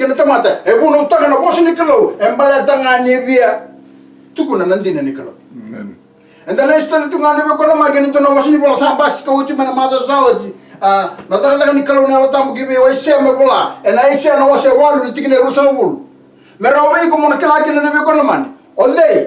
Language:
Fijian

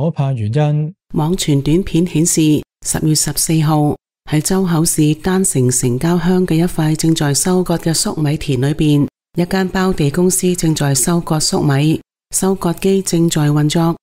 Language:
Cantonese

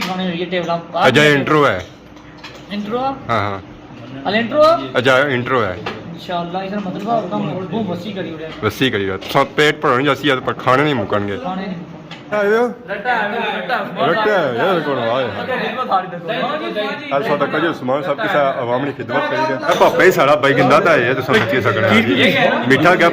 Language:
Pahari-Potwari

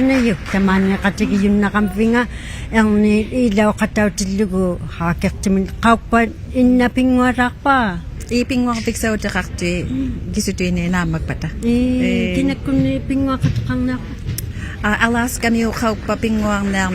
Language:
Inuktitut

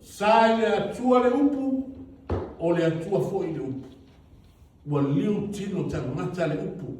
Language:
Samoan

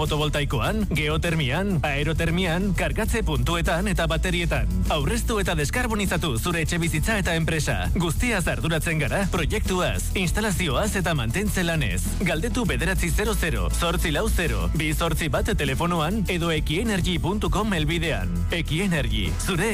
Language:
Basque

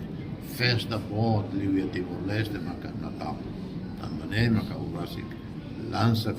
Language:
Tetum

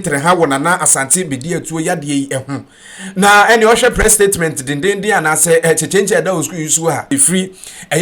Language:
Akan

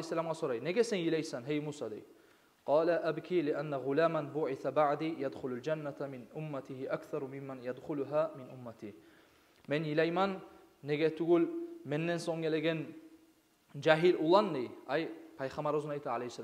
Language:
Kumyk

